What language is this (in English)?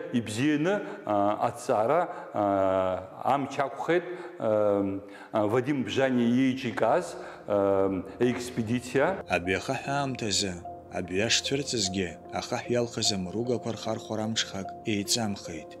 Abkhazian